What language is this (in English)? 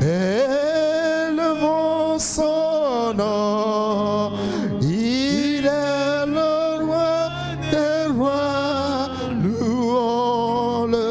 Ewe